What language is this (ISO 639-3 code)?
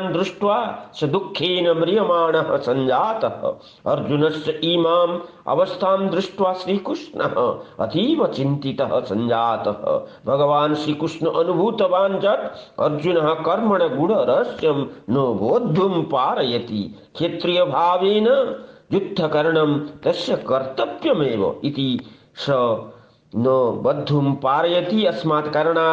san